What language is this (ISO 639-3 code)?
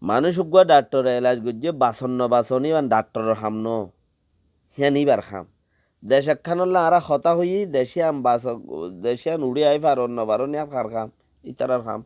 rhg